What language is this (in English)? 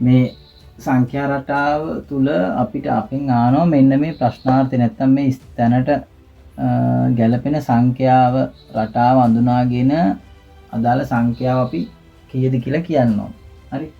Sinhala